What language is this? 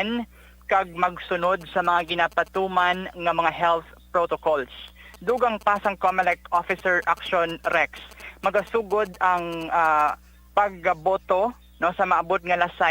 Hiligaynon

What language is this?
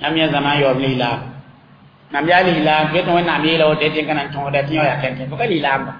Mossi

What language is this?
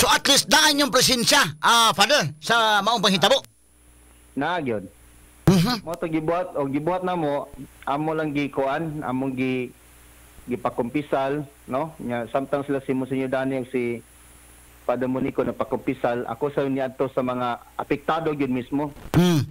Cebuano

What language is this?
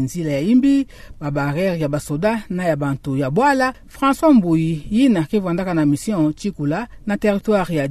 Kituba (Democratic Republic of Congo)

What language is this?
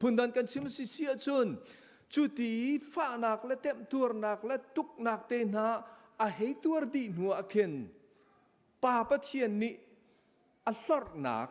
Hakha Chin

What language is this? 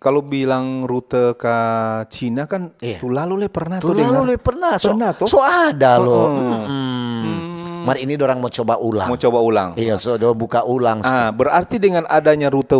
Manado Malay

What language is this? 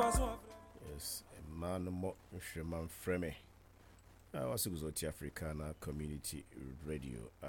Akan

